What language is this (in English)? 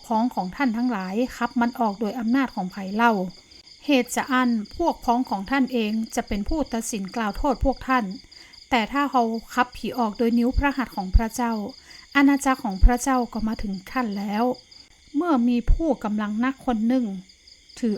Northern Thai